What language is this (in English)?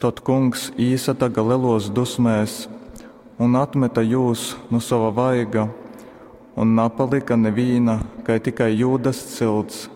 Latgalian